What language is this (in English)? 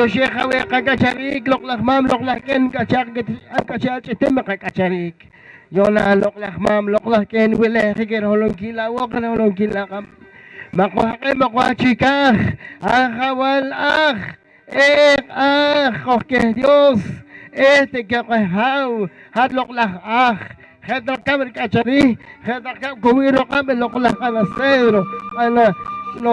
Poqomchi'